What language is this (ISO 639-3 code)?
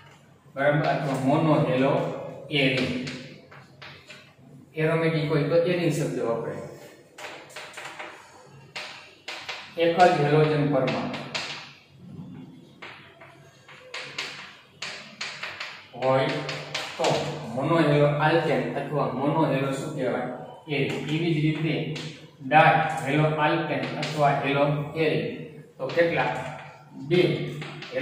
guj